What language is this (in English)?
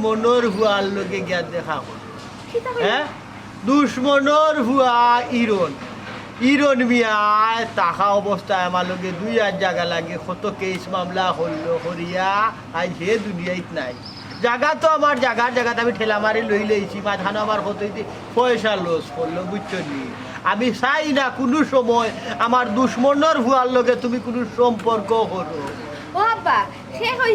Sylheti